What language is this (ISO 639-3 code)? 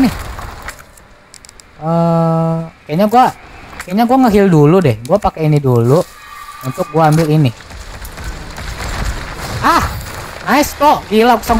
ind